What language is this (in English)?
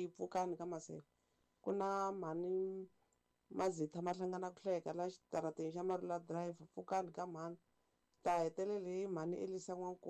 Tsonga